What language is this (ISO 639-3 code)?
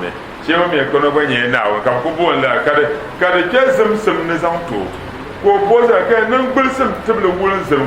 dag